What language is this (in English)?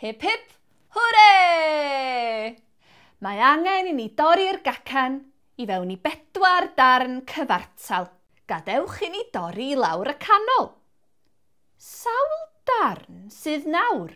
Welsh